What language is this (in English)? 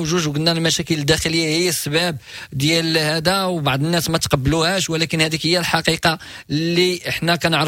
Moroccan Arabic